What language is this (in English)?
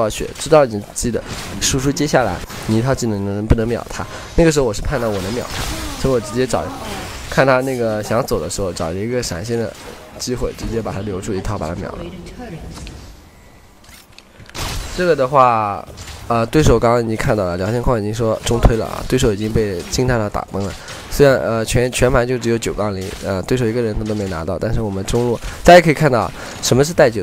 Chinese